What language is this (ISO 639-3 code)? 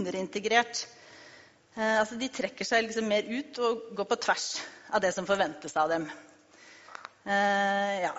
nor